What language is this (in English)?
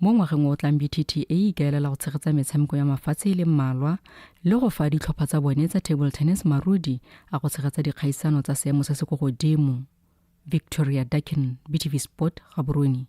Tswana